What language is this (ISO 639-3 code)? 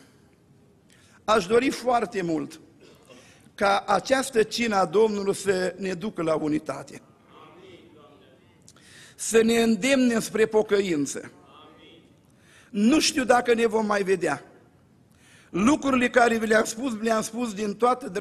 ron